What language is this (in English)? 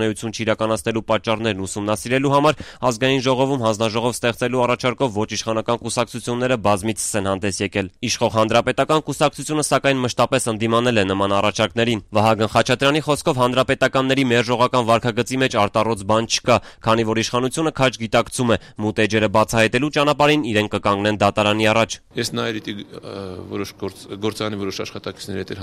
Armenian